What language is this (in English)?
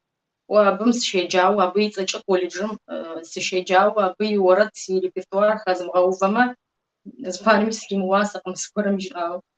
Kabardian